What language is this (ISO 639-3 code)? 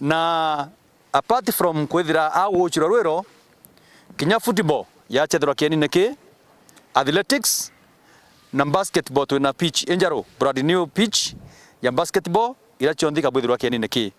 mer